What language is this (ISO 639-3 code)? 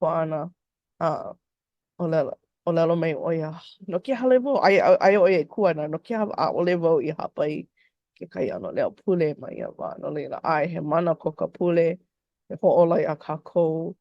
haw